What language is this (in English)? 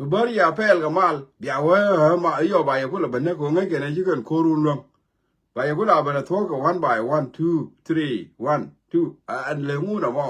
Nuer